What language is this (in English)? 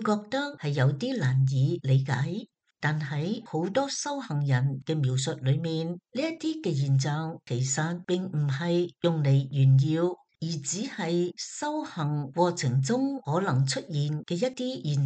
Cantonese